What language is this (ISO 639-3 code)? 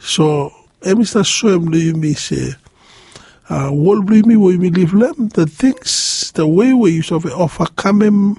bis